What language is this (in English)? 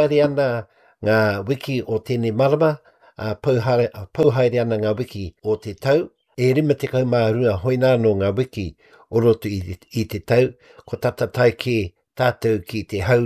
Māori